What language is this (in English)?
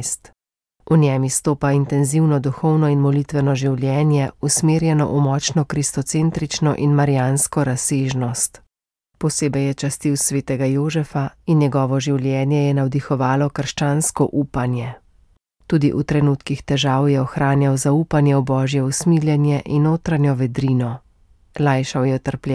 Slovenian